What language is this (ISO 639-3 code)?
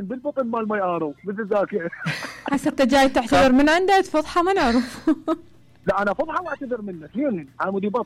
acm